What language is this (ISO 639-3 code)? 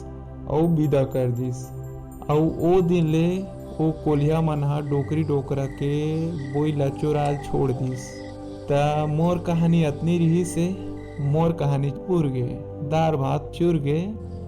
hne